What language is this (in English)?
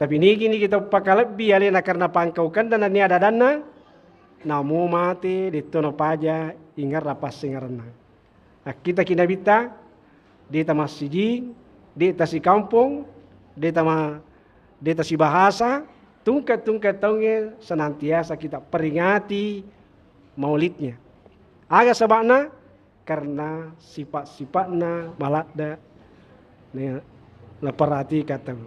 Buginese